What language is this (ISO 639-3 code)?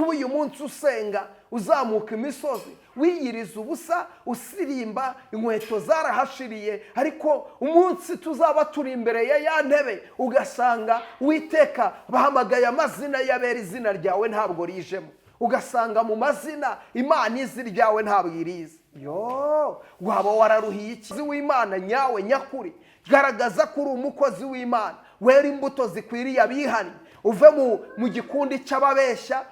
kin